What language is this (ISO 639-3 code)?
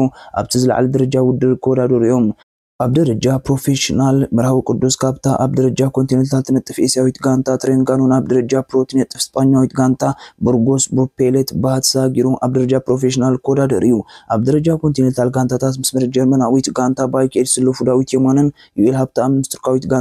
tir